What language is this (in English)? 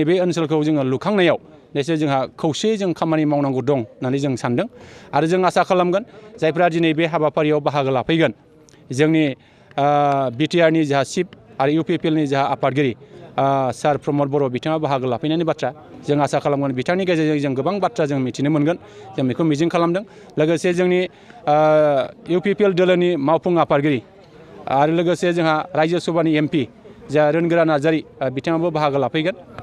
Bodo